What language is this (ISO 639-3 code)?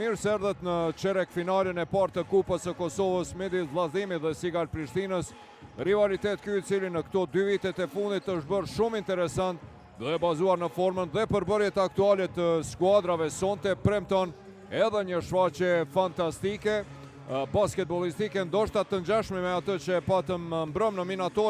sqi